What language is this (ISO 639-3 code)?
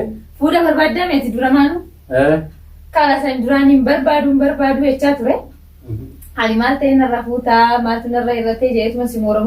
orm